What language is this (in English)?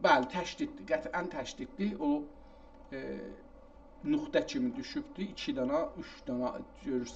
South Azerbaijani